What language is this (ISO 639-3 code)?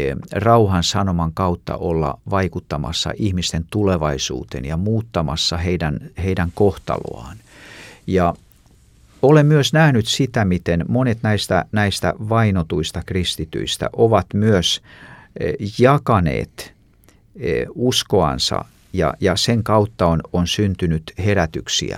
fin